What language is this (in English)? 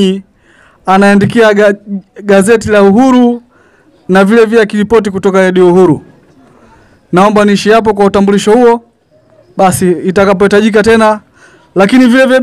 Swahili